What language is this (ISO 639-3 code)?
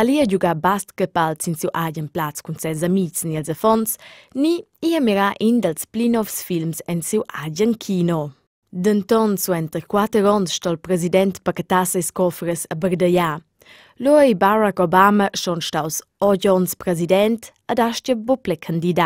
roh